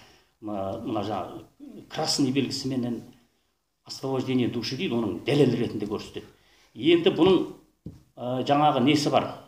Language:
Kazakh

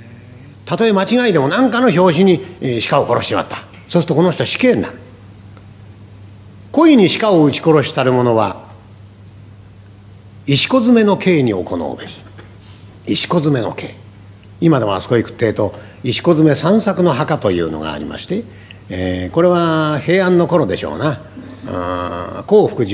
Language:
Japanese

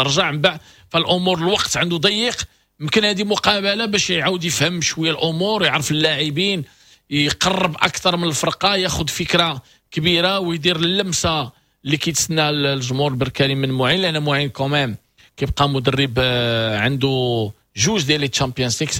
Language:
Moroccan Arabic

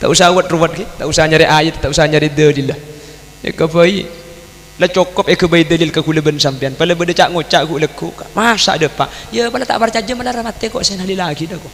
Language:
Madurese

